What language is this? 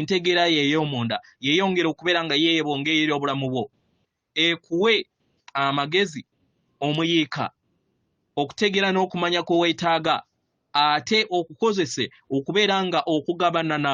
Ganda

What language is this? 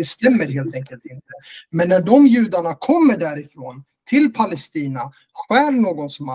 Swedish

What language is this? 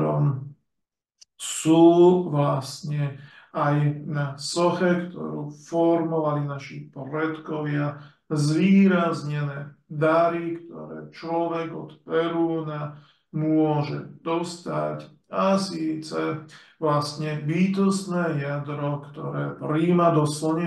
Slovak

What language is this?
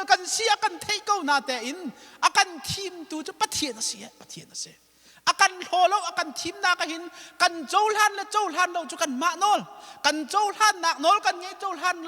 Hakha Chin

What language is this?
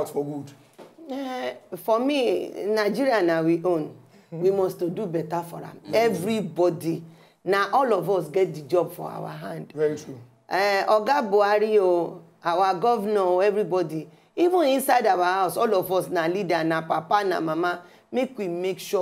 Nigerian Pidgin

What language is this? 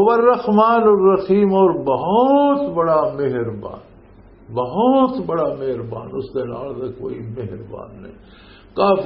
Western Panjabi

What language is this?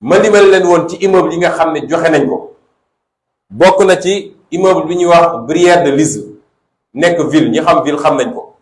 Wolof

